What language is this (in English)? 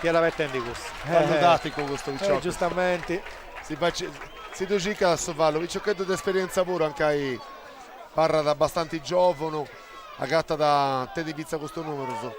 Sardinian